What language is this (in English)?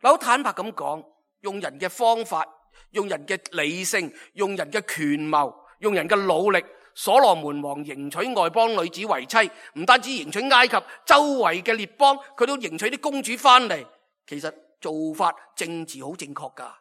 Cantonese